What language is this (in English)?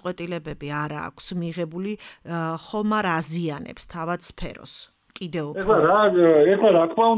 Georgian